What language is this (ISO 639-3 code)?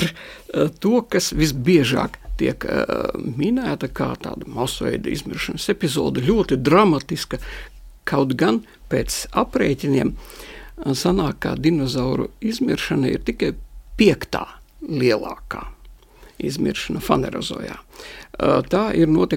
lav